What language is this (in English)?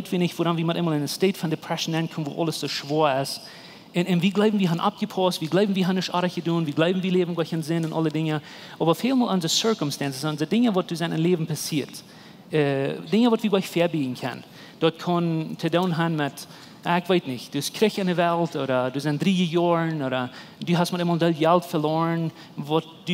Plautdietsch